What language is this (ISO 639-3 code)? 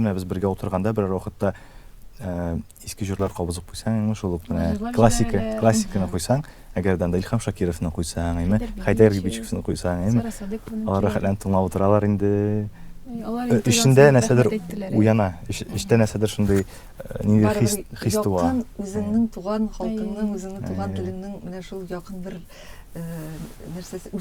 tat